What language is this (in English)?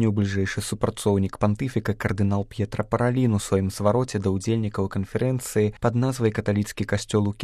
Belarusian